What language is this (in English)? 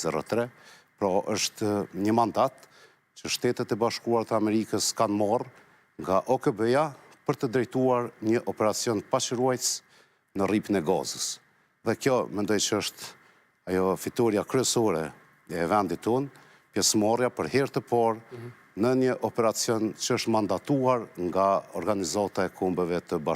Albanian